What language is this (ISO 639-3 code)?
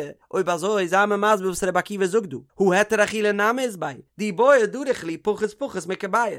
yid